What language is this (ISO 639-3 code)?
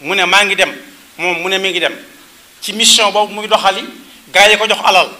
wol